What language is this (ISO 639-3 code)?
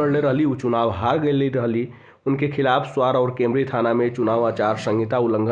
bho